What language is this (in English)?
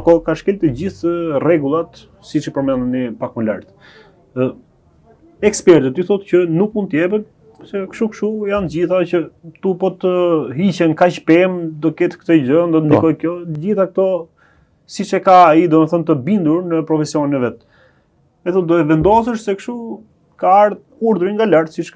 Albanian